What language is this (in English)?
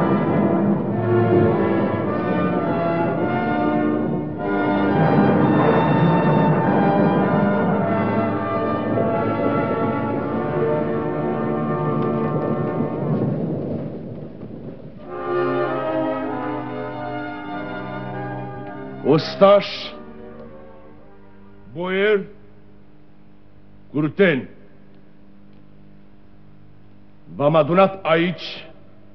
Romanian